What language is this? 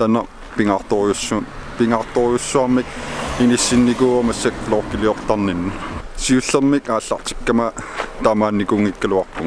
Kalaallisut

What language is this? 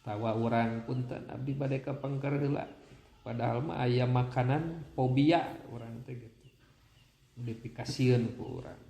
Sundanese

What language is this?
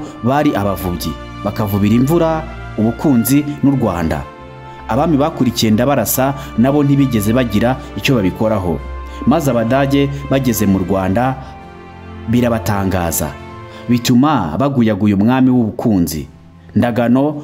Kinyarwanda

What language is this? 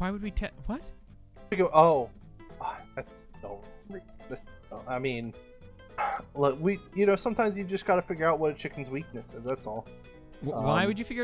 English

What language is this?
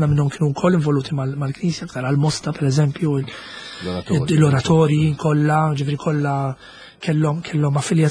Maltese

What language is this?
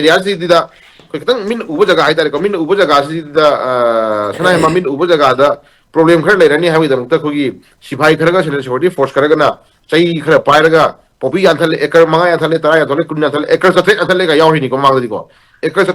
Manipuri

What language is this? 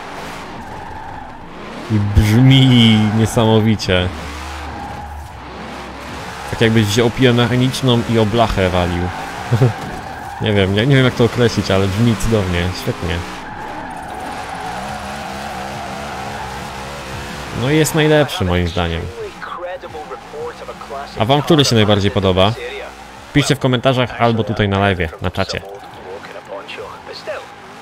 Polish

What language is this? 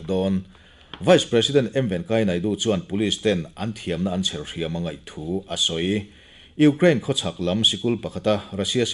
Mizo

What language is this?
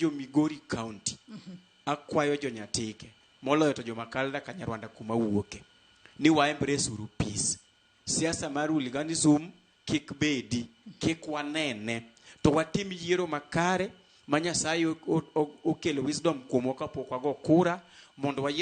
Luo (Kenya and Tanzania)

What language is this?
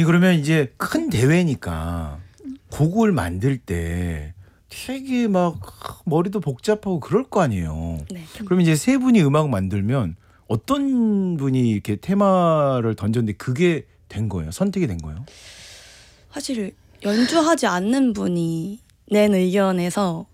Korean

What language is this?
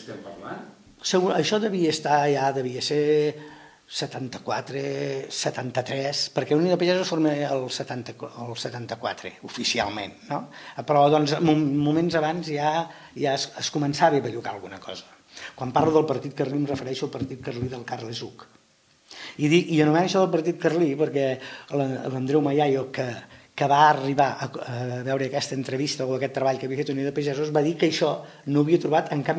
Catalan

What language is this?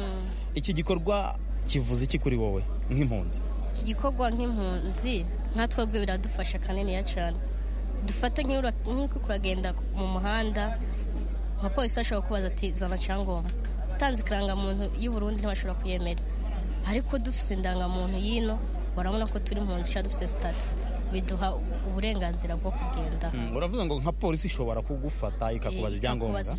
Kinyarwanda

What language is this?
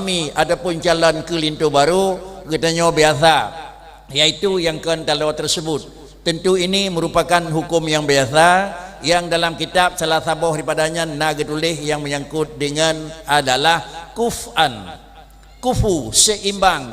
Achinese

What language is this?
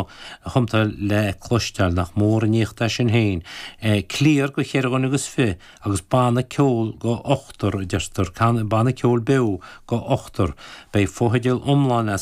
Irish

